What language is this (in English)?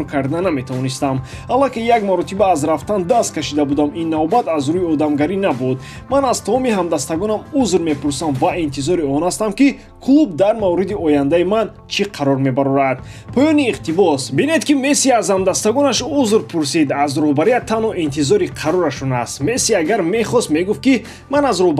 Tajik